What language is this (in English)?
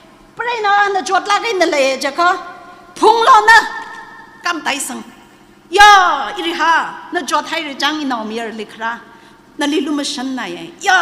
Tangkhul Naga (India)